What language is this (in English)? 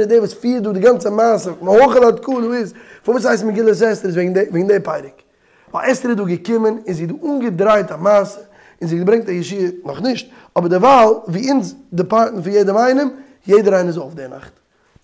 Yiddish